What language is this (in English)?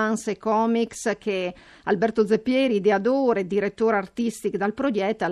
Friulian